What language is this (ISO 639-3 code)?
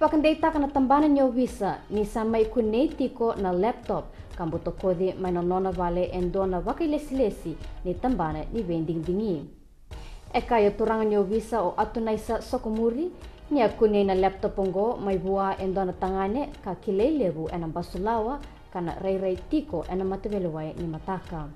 fij